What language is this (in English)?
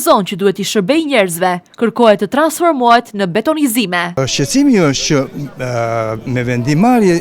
Albanian